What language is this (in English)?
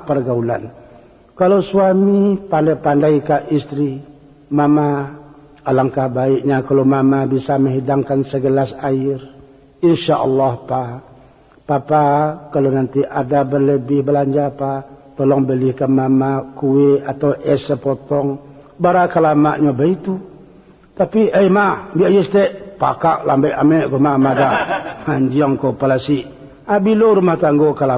Minangkabau